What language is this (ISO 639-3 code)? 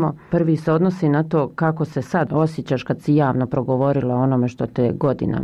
hrv